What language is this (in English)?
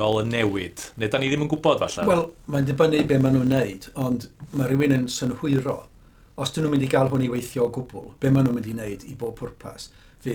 Welsh